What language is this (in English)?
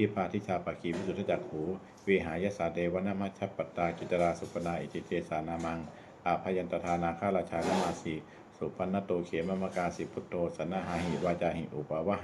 Pali